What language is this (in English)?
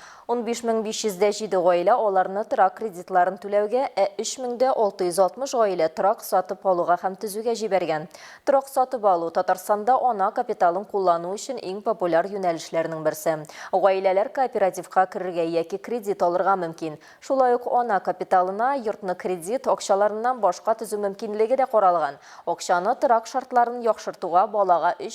Tatar